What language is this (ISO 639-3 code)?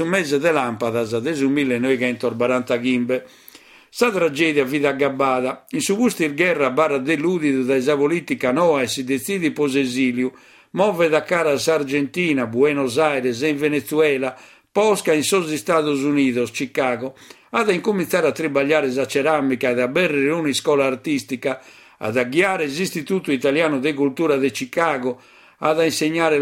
srd